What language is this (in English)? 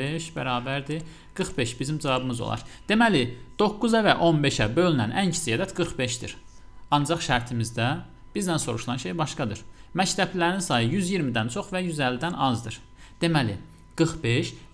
Azerbaijani